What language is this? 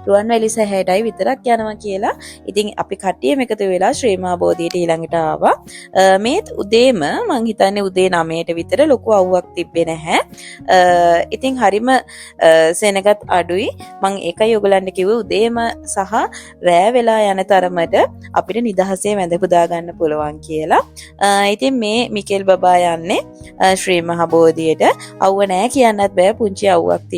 Sinhala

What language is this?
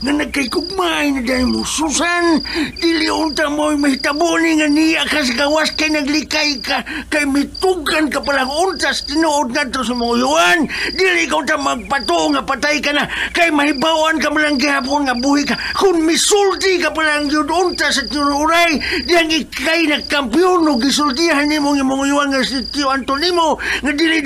Cebuano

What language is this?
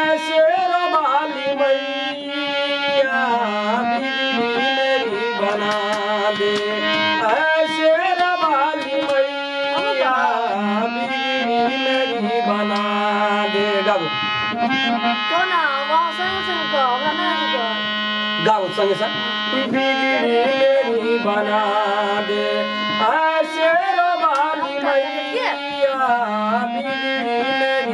Maithili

